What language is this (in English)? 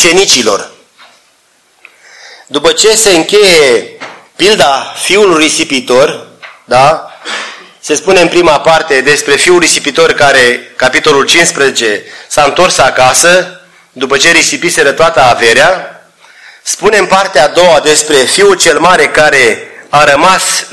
Romanian